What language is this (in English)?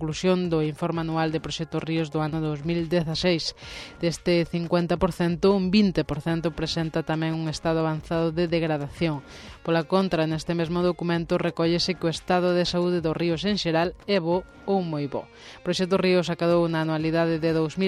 Galician